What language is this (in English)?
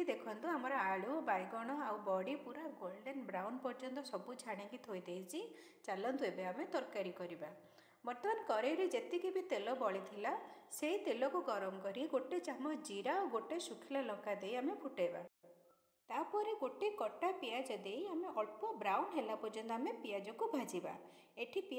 Odia